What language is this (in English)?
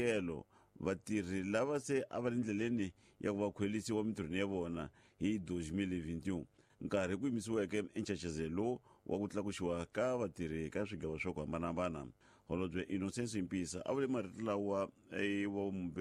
Tsonga